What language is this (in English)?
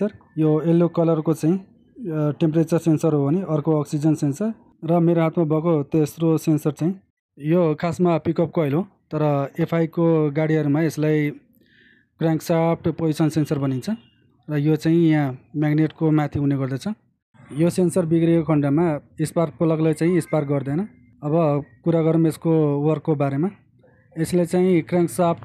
Nepali